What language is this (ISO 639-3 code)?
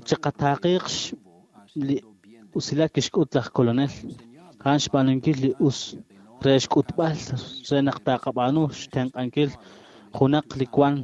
kek